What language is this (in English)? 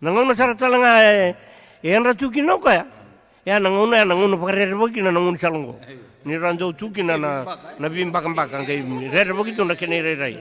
Fijian